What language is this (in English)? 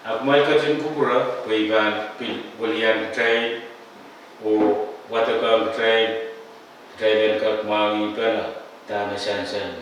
Pohnpeian